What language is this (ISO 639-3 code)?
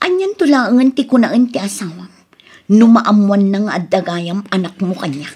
ilo